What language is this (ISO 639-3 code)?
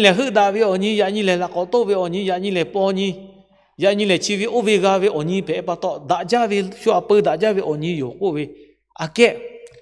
lhu